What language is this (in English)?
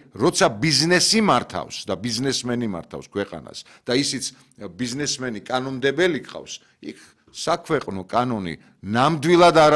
Georgian